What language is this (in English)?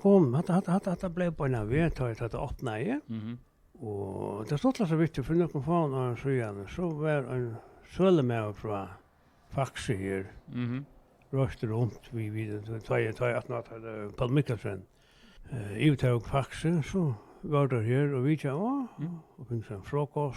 Faroese